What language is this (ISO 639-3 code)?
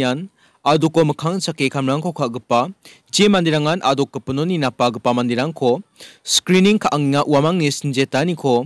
grt